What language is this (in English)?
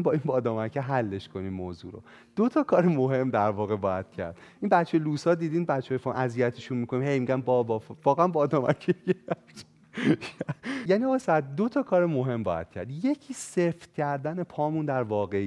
Persian